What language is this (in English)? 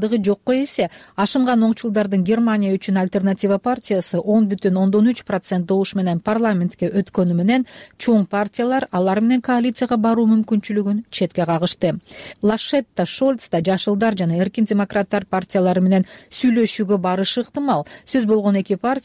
Kyrgyz